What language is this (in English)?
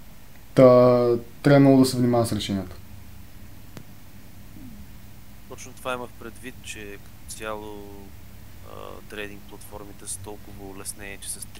Bulgarian